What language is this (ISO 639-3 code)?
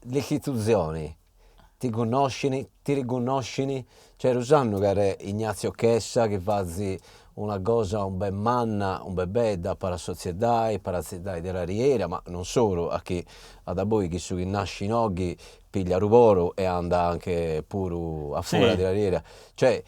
srd